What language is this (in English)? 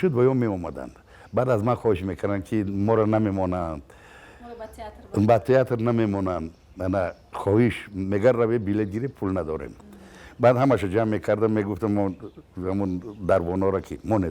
Tajik